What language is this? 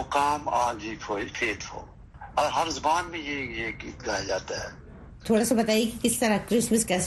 Urdu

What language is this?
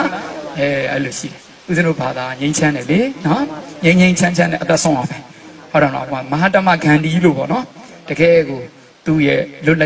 Burmese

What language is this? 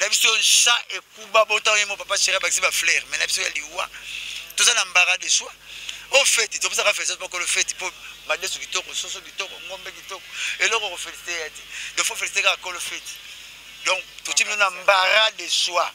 Lingala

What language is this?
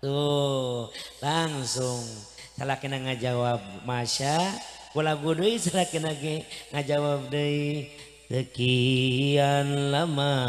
Sundanese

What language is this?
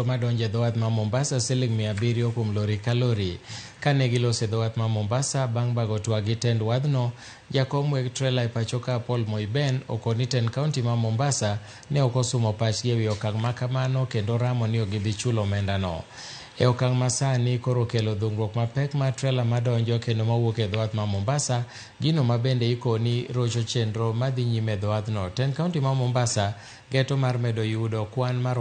Luo (Kenya and Tanzania)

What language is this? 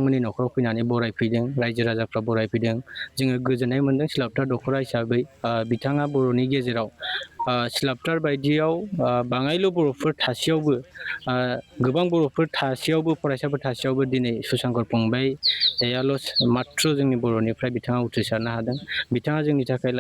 Bodo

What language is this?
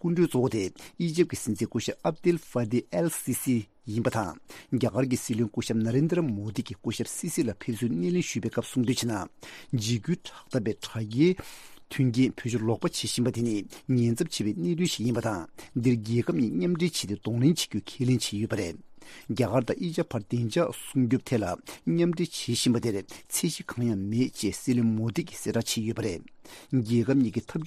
Tibetan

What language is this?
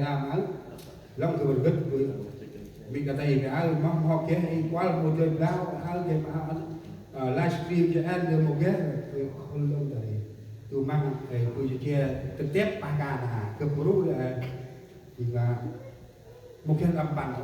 Central Mnong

